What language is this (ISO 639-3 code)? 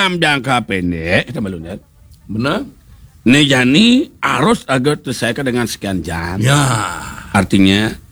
ban